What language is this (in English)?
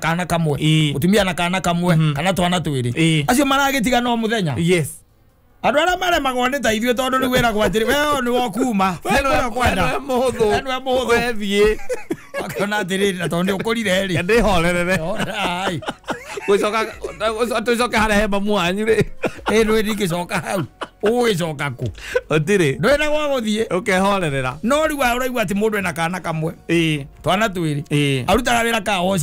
Kikuyu